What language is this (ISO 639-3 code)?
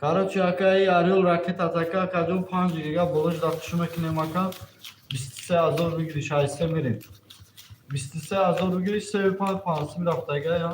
tgk